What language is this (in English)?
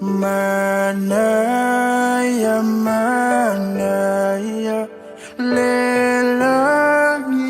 Samoan